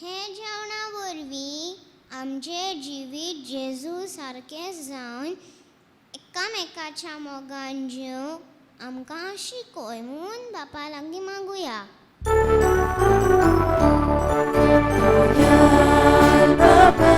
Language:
Konkani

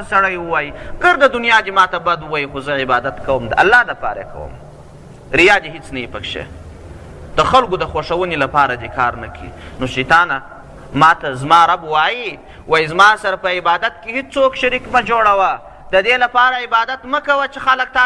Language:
Pashto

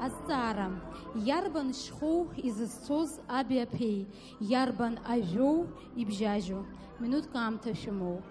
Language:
Abkhazian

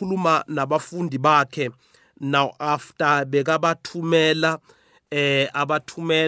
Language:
South Ndebele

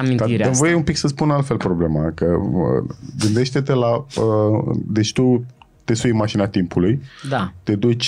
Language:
Romanian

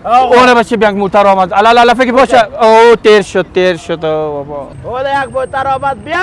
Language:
Persian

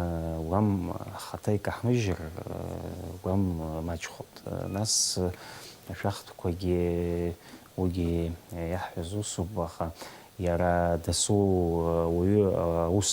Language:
Abkhazian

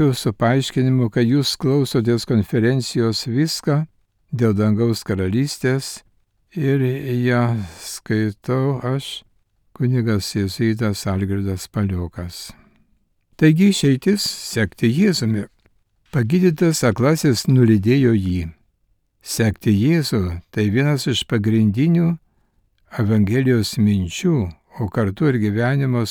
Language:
Lithuanian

